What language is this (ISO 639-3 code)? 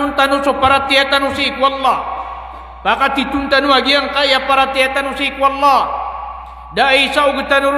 mrw